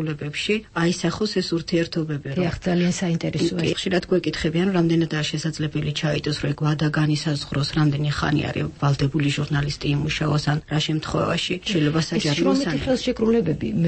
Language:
Georgian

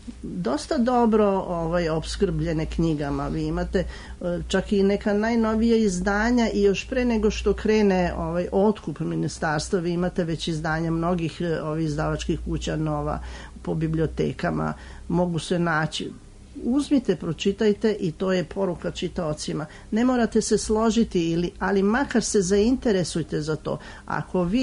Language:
Serbian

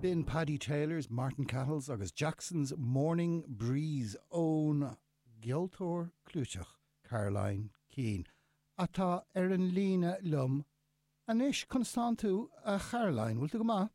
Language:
Irish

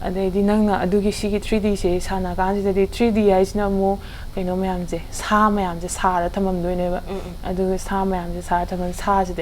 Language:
Manipuri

